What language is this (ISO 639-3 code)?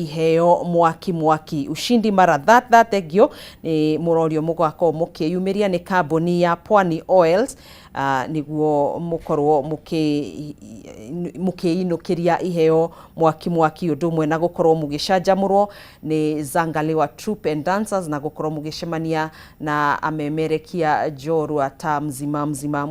kik